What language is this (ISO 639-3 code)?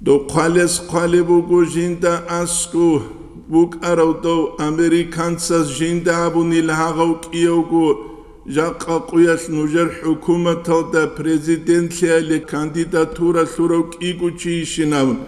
ava